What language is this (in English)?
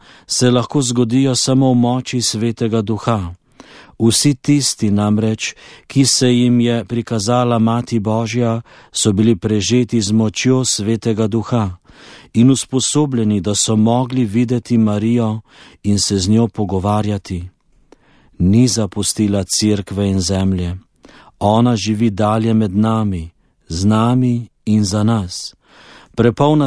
Slovenian